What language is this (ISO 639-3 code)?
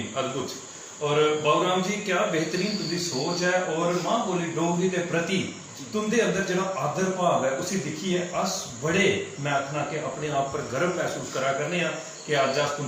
doi